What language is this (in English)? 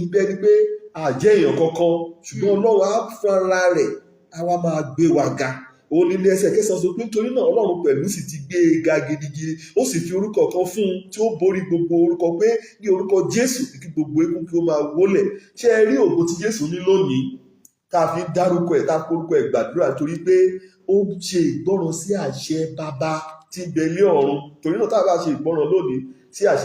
Yoruba